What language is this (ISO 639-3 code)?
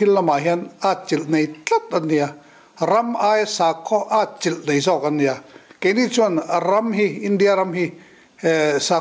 lus